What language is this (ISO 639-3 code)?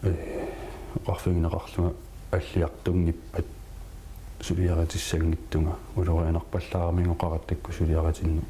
kal